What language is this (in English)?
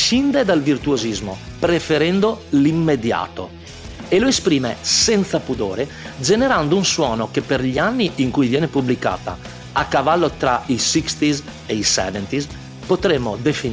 Italian